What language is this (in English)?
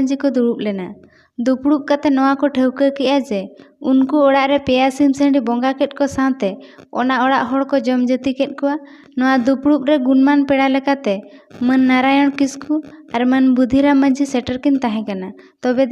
Santali